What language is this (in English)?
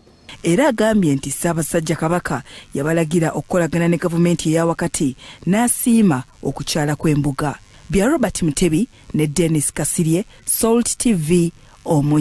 Ganda